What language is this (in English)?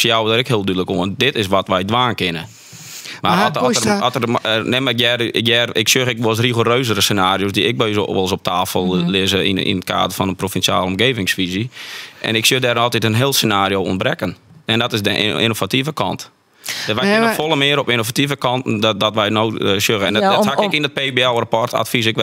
Western Frisian